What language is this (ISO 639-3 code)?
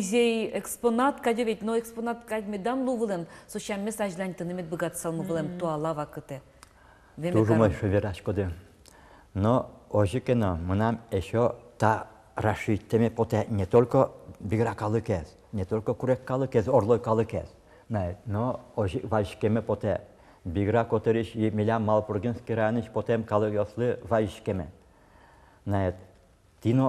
udm